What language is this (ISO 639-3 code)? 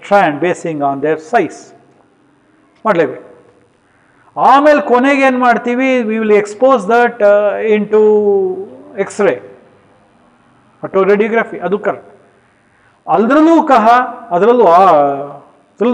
kan